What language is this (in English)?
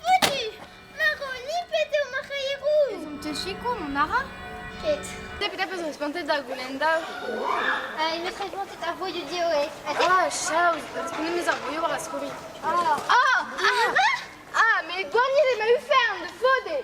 Breton